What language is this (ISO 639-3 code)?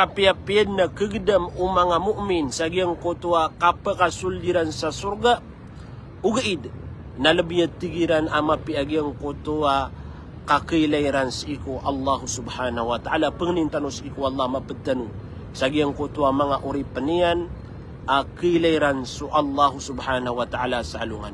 mrw